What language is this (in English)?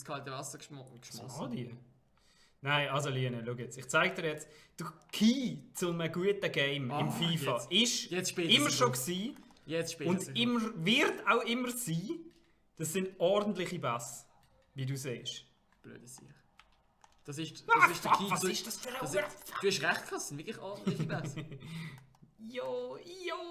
Swiss German